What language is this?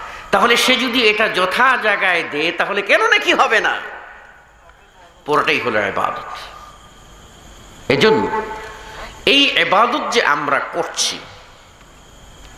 Bangla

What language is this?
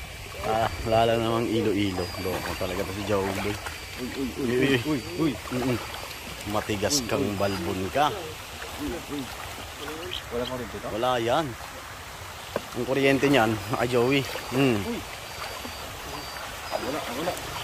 Filipino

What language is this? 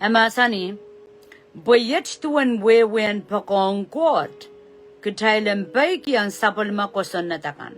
Pohnpeian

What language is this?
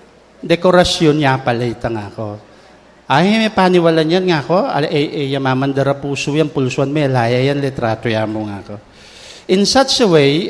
Pampanga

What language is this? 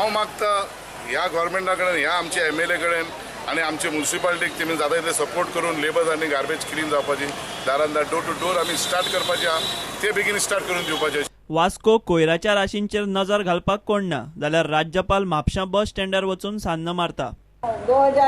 Konkani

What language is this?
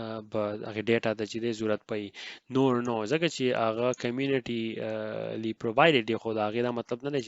Pashto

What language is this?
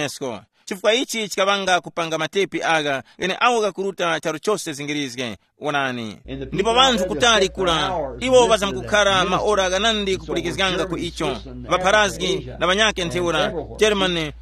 Tumbuka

